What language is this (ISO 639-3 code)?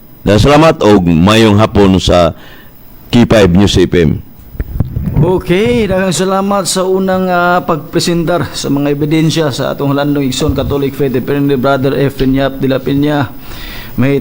ceb